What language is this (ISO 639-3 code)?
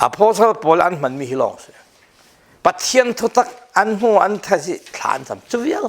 cfm